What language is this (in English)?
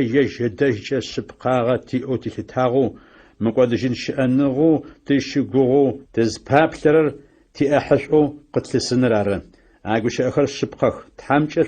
Adyghe